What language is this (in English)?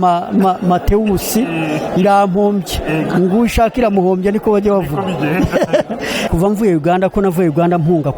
Kinyarwanda